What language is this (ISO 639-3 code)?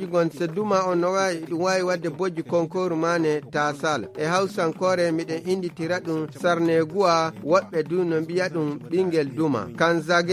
fuv